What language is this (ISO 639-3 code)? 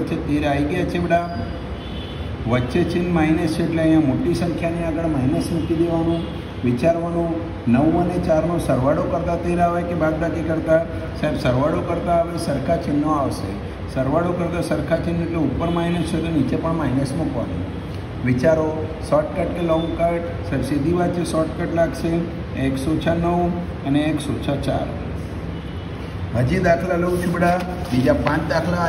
guj